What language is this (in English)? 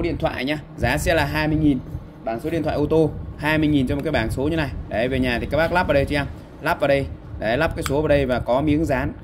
Vietnamese